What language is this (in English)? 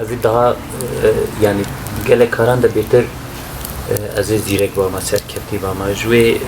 Kurdish